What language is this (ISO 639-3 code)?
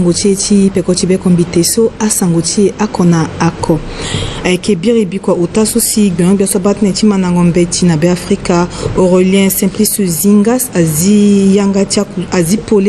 sag